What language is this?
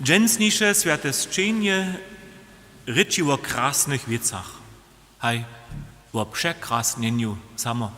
Upper Sorbian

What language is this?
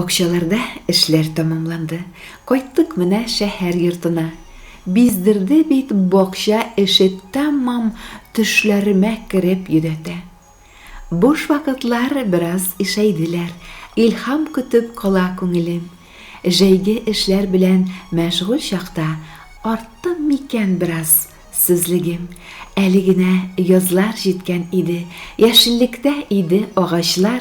Tatar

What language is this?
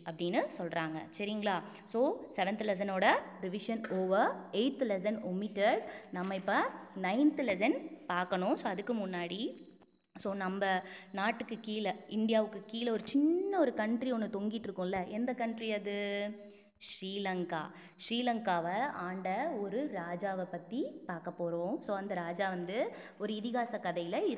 Tamil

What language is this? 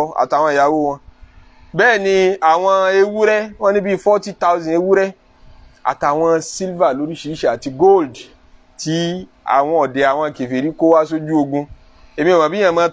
Yoruba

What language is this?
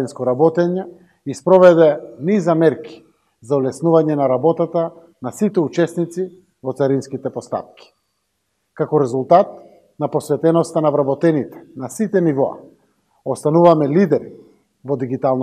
Macedonian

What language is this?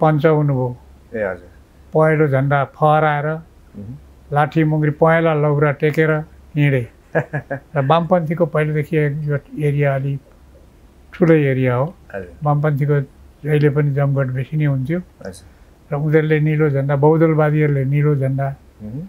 Nepali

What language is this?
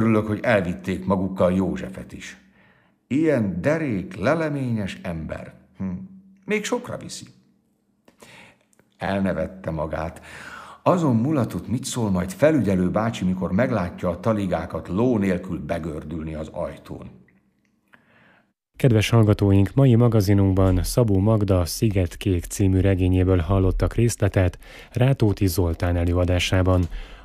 Hungarian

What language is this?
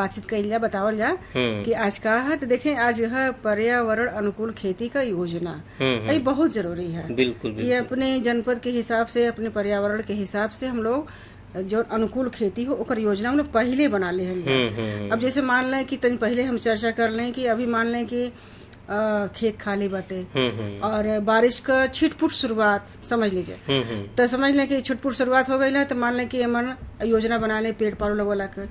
Bhojpuri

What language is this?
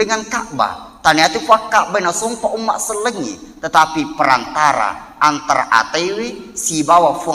Buginese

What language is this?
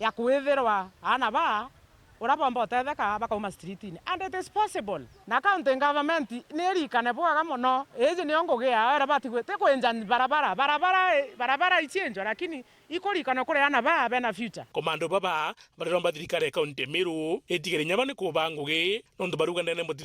Meru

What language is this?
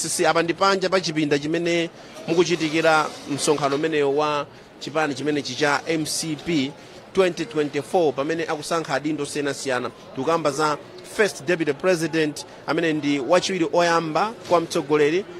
Nyanja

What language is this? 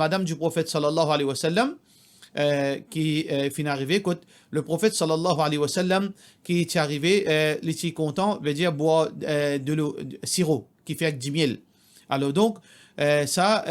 Morisyen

